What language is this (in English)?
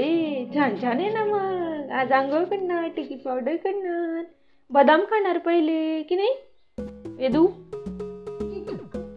Marathi